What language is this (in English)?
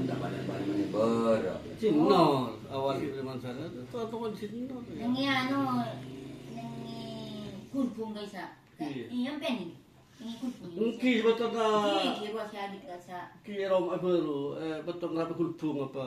Madurese